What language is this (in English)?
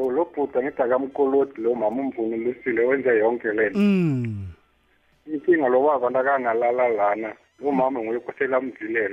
South Ndebele